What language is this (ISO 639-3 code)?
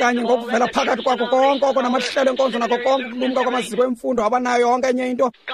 xho